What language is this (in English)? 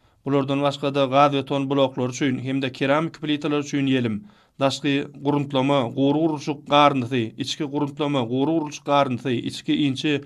Turkmen